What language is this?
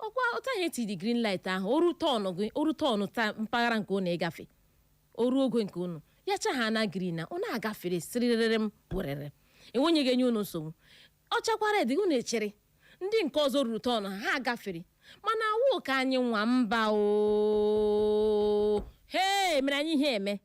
Igbo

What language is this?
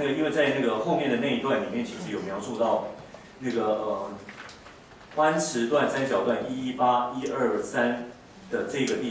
Chinese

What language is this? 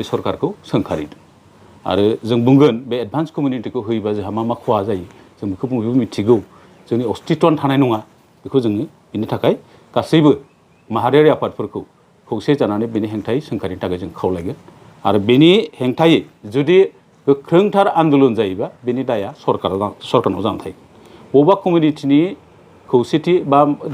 Bodo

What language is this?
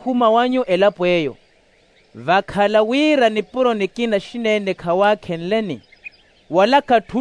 Makhuwa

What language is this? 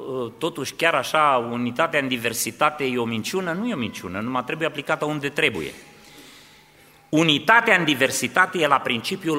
Romanian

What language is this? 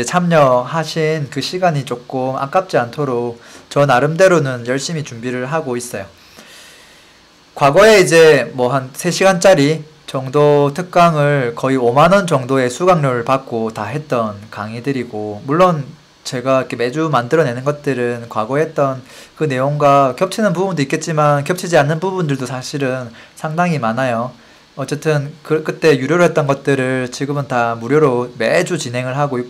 Korean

